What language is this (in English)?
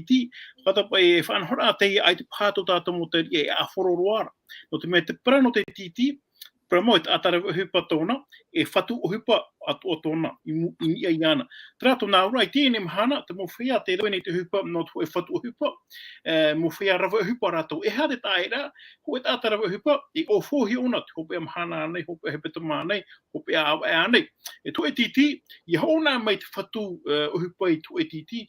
Tahitian